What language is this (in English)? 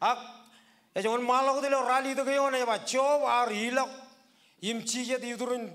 Marshallese